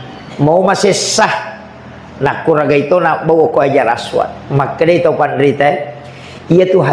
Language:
Buginese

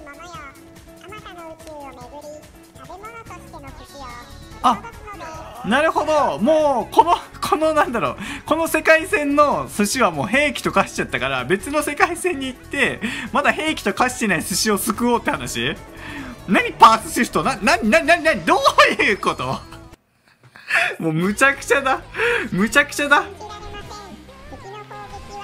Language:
Japanese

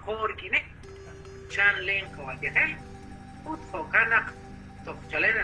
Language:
Kekchí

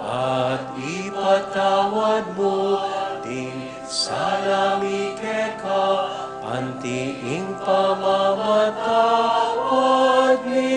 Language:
Pampanga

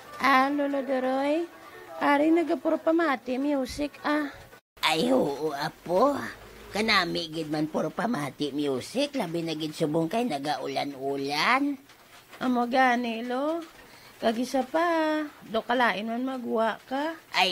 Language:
Hiligaynon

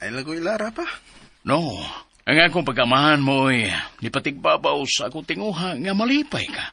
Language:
Cebuano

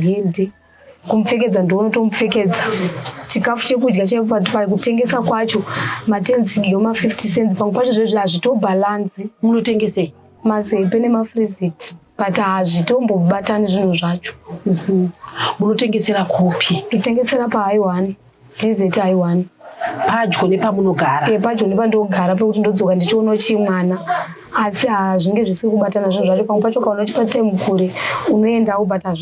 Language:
Shona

